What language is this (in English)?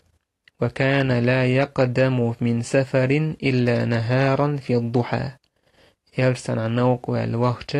Chechen